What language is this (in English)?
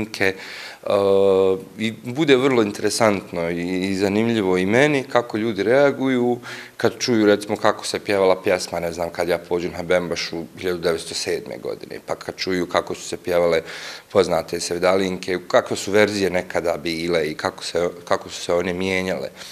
Bosnian